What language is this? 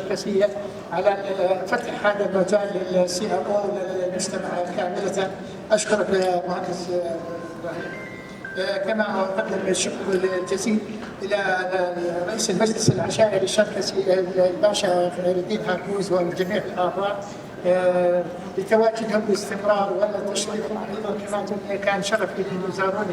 North Levantine Arabic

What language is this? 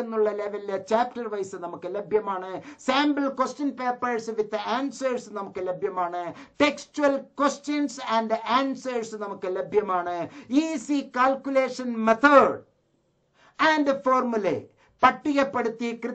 Malayalam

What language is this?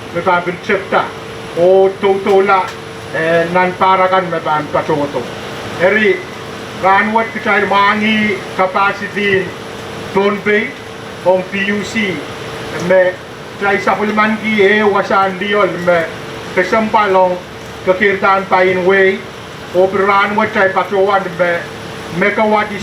Pohnpeian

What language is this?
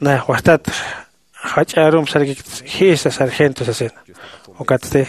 Aymara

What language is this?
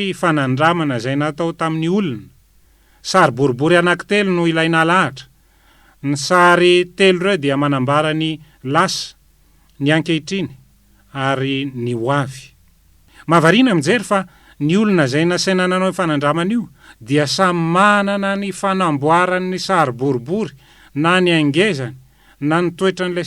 Malagasy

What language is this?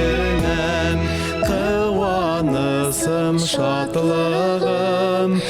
Bashkir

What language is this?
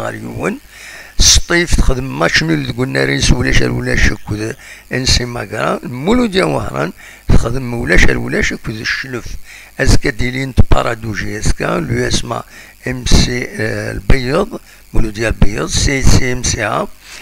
Kabyle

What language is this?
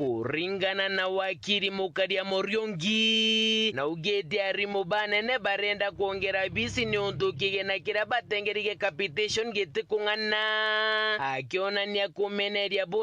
Meru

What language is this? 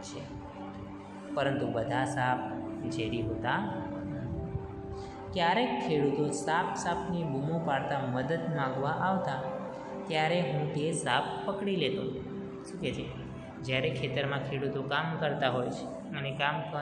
Gujarati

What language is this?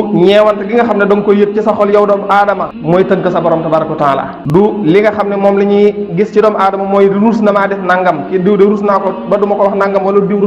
Wolof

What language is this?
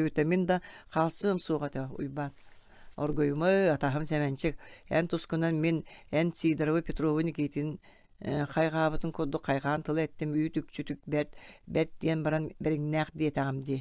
Yakut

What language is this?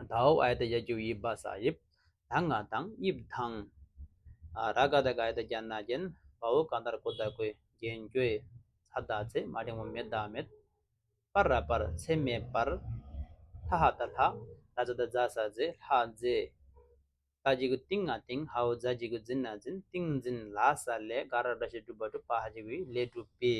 Tibetan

